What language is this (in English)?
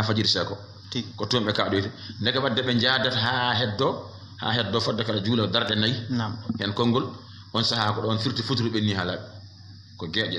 Fula